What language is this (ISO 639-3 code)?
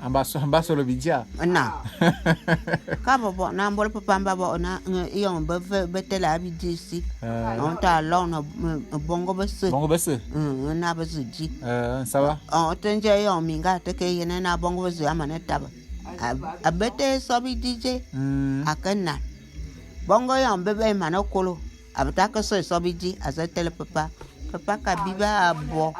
bum